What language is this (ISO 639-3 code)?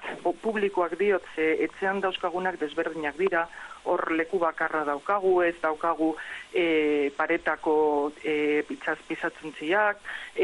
eus